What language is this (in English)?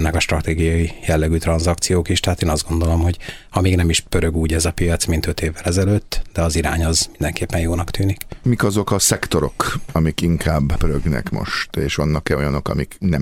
Hungarian